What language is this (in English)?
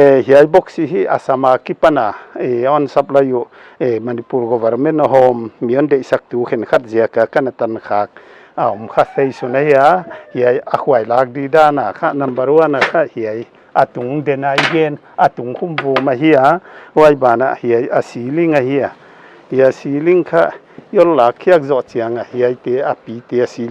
Paite Chin